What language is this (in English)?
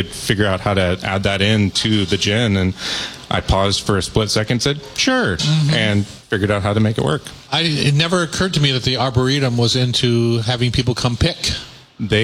English